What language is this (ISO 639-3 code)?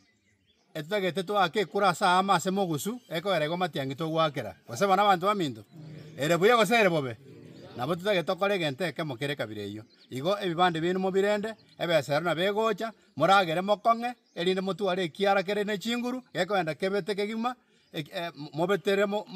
guz